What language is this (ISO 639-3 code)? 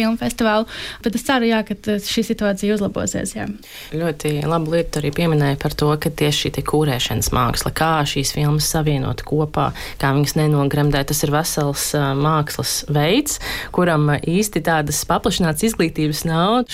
lav